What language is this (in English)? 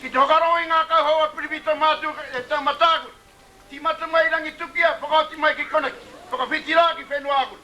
Māori